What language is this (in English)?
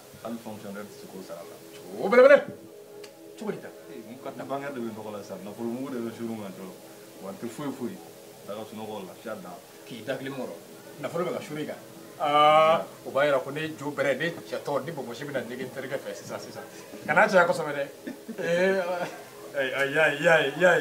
Bambara